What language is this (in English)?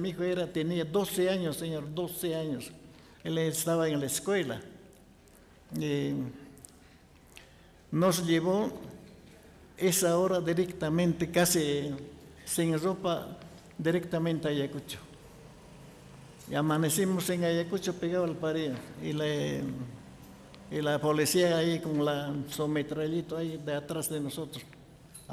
Spanish